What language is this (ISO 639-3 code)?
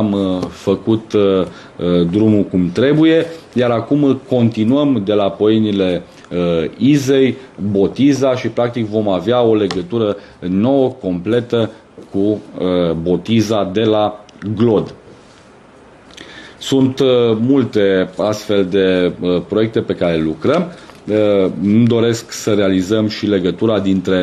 ron